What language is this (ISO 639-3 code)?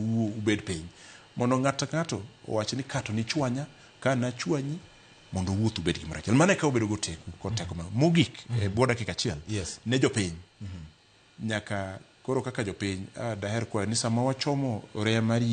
luo